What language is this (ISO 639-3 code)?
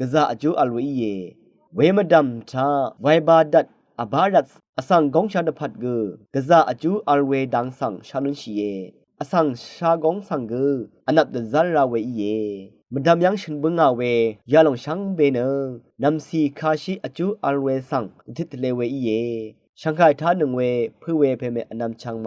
raw